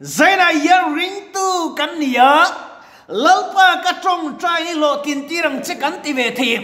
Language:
Mizo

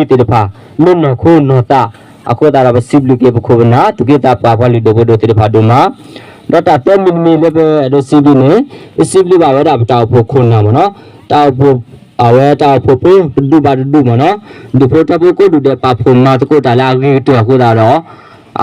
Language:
S'gaw Karen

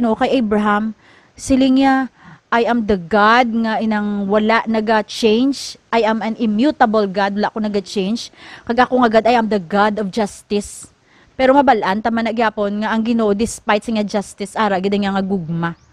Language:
Hiligaynon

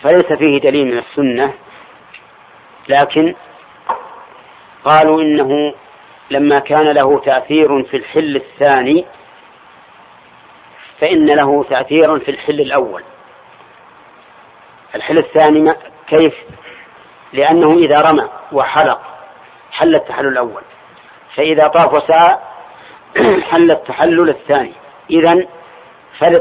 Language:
Arabic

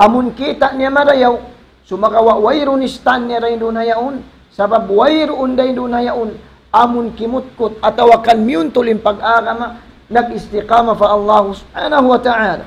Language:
Tausug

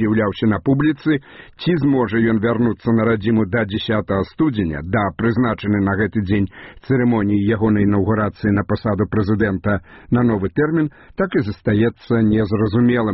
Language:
Belarusian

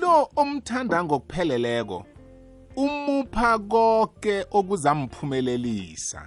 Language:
South Ndebele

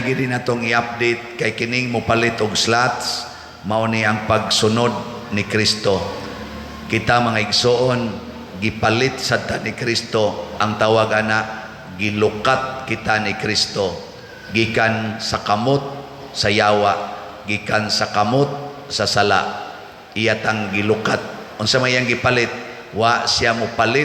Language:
Cebuano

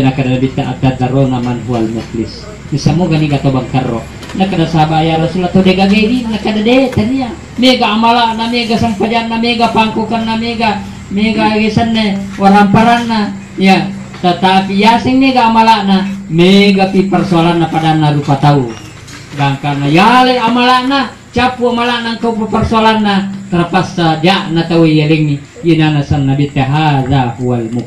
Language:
Buginese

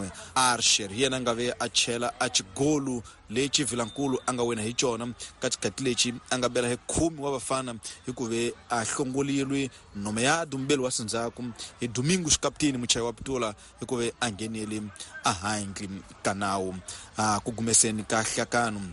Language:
Tsonga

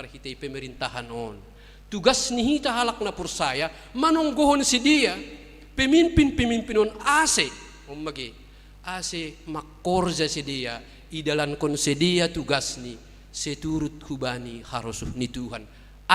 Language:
Batak Simalungun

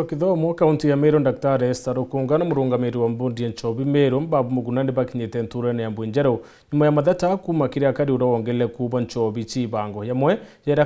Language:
Meru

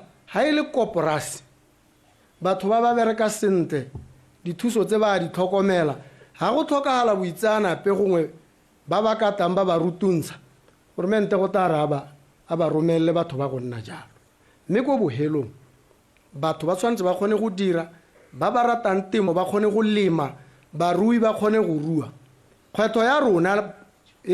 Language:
Tswana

